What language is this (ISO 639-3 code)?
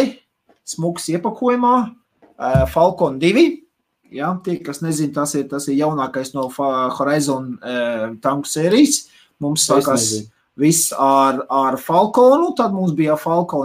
lav